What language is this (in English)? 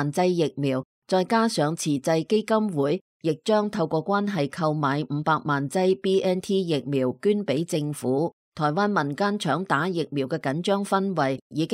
Cantonese